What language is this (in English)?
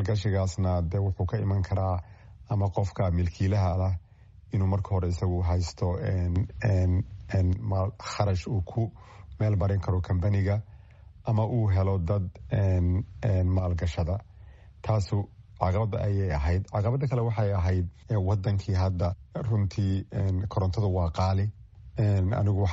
Somali